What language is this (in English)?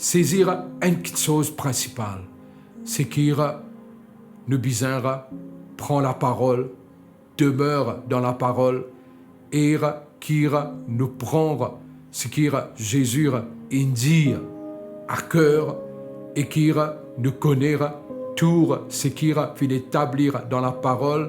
Morisyen